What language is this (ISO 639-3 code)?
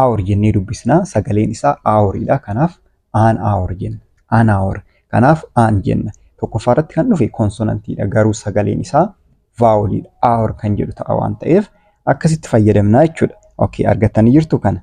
orm